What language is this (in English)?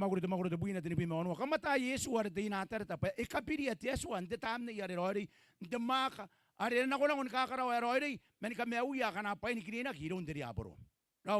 Gilbertese